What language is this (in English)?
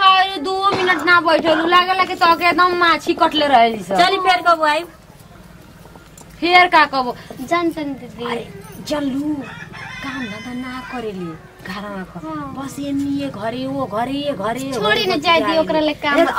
Bhojpuri